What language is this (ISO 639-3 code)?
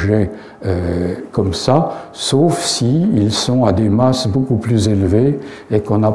fra